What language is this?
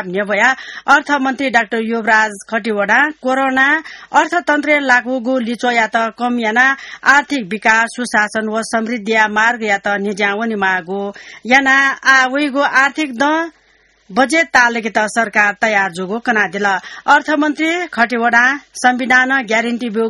Newari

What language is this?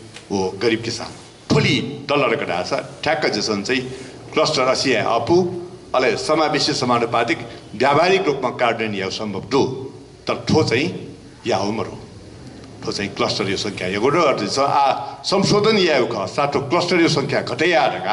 Newari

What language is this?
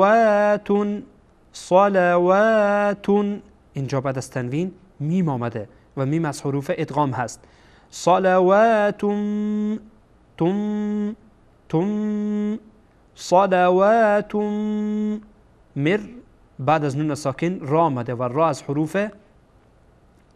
Persian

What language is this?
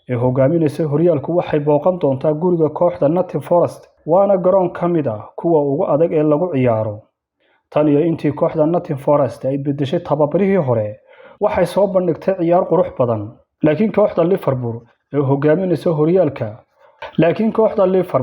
Somali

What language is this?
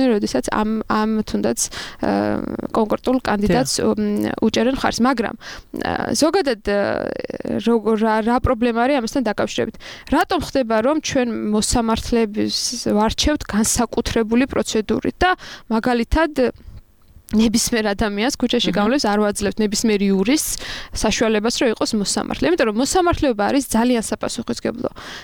Georgian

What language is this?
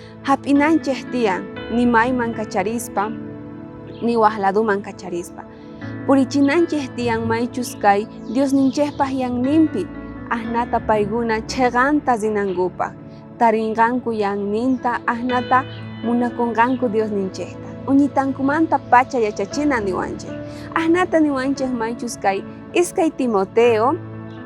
South Bolivian Quechua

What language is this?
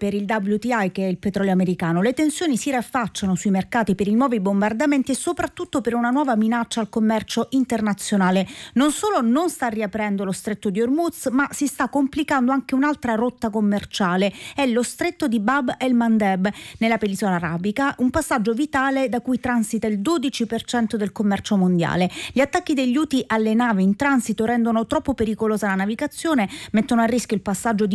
Italian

